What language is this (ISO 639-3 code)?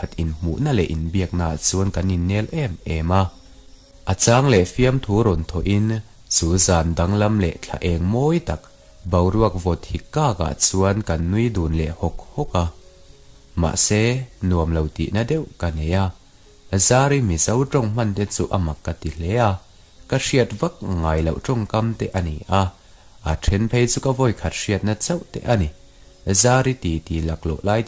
lus